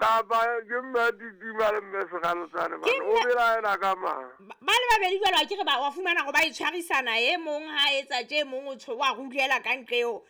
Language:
Southern Sotho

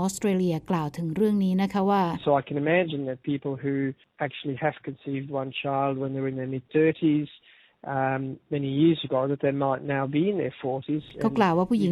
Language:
Thai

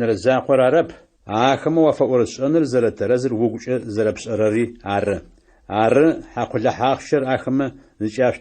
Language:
Adyghe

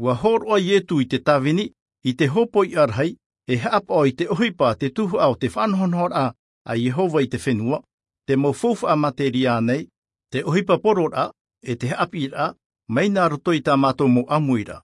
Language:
Tahitian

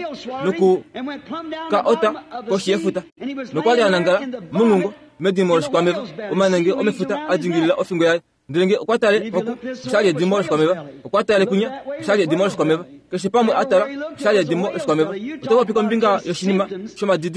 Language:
Kuanyama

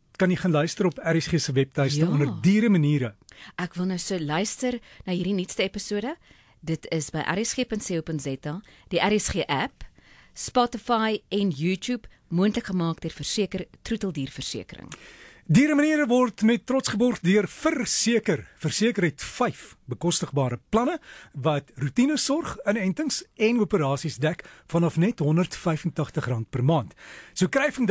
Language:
Afrikaans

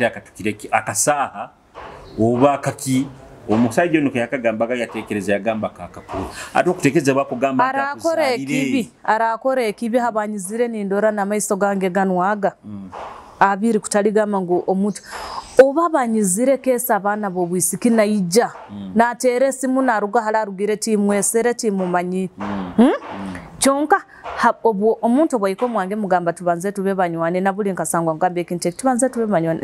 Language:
Nyoro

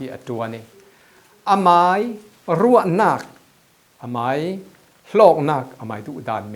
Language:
Falam Chin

